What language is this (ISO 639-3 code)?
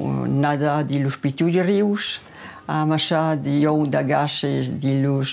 oci